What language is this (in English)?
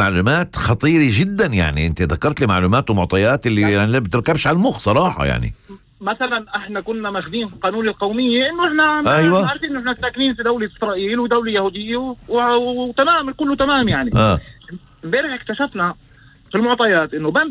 North Levantine Arabic